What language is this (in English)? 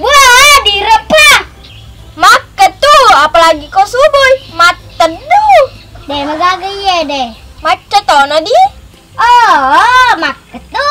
Buginese